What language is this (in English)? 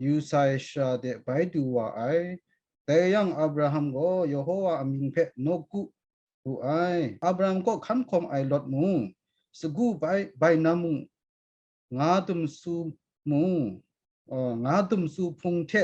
Kachin